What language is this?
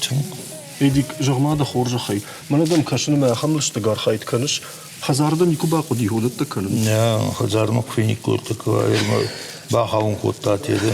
Ossetic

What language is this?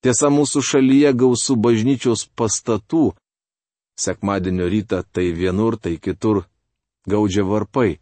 Lithuanian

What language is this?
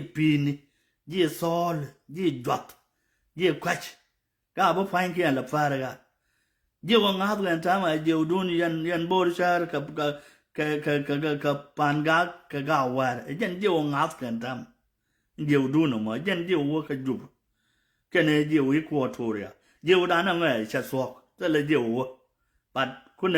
Nuer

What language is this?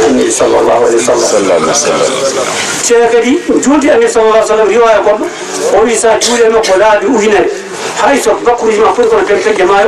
Fula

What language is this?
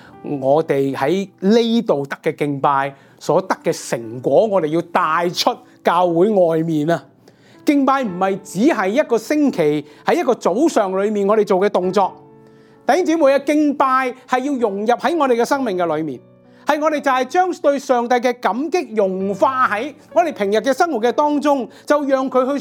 Cantonese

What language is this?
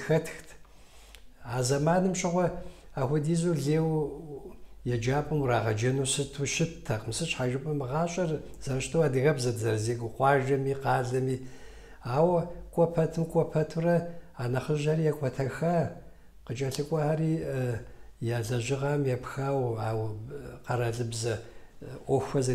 Kabardian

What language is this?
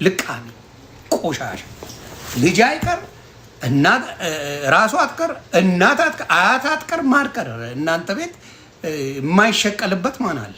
Amharic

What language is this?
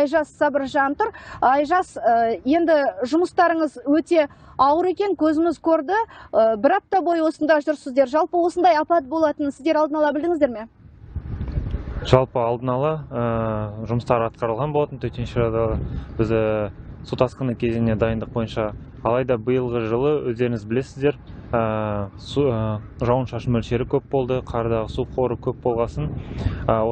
Kazakh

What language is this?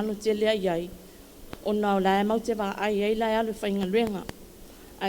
Samoan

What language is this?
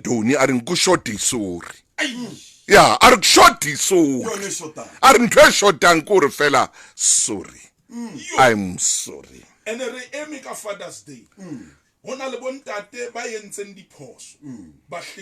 Southern Sotho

